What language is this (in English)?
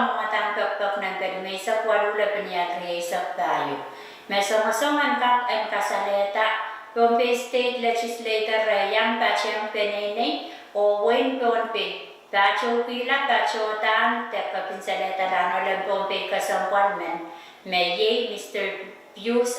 Pohnpeian